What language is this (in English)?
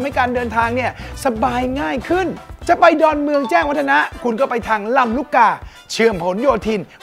Thai